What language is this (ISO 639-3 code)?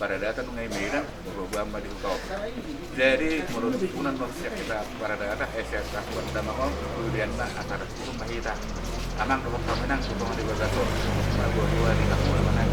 bbc